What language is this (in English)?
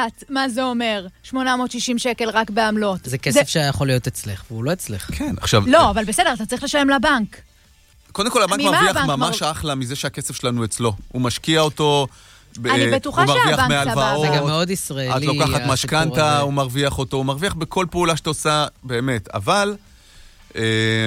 Hebrew